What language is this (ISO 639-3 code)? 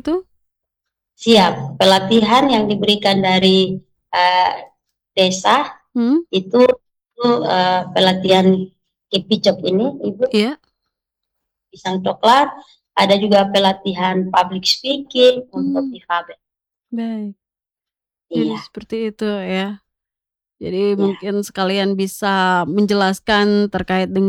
ind